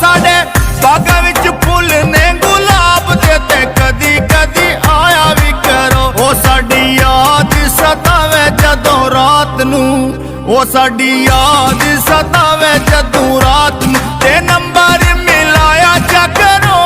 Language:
Pahari-Potwari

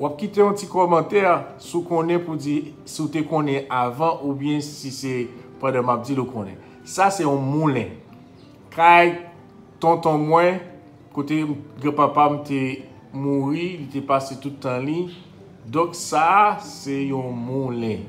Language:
Haitian Creole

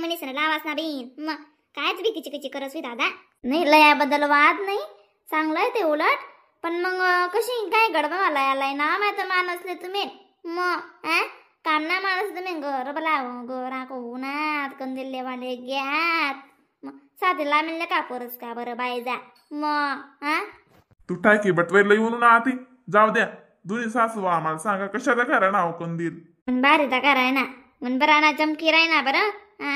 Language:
Khandesi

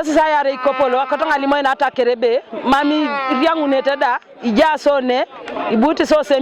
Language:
Teso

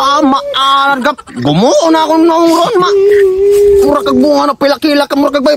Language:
Cebuano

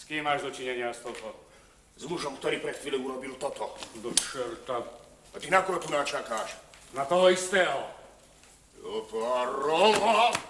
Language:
Slovak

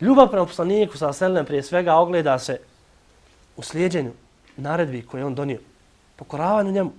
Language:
Bosnian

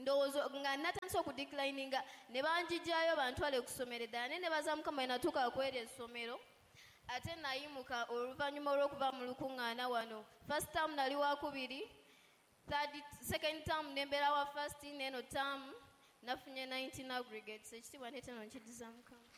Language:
Ganda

